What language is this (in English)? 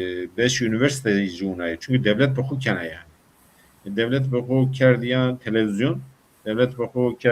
Zaza